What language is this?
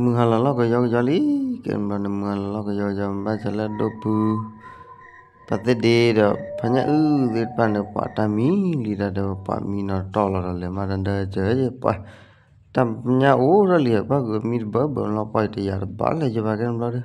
S'gaw Karen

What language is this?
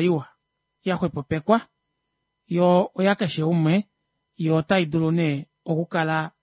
Kuanyama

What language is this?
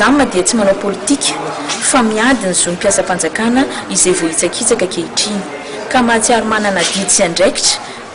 Malagasy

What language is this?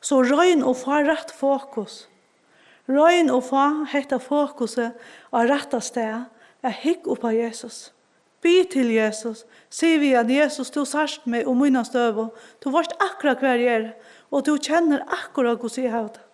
Faroese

